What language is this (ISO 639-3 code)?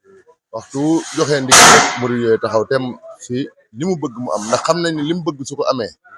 wol